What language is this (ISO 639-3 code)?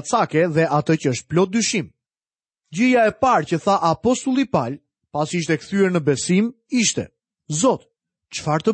sqi